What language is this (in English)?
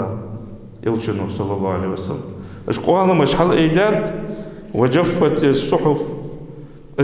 Ingush